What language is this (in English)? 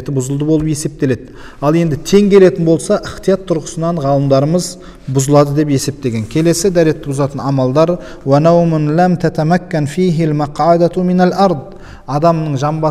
Kazakh